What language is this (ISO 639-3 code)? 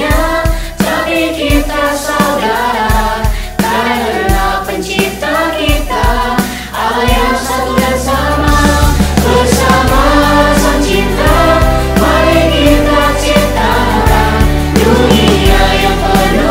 ind